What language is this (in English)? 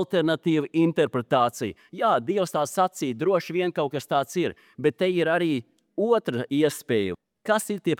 Latvian